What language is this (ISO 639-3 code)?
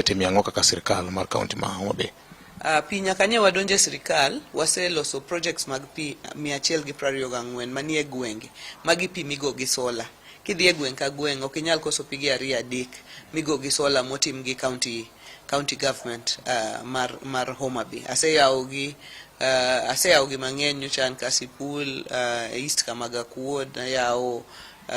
luo